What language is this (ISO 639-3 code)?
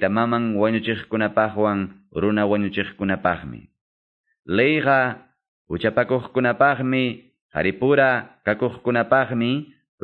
que